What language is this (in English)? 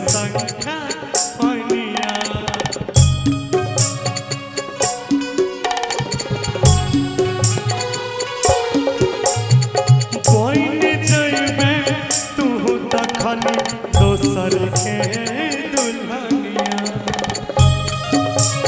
Bhojpuri